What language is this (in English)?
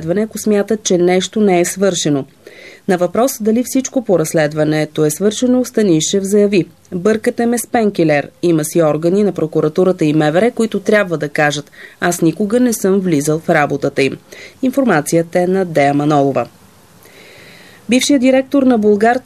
Bulgarian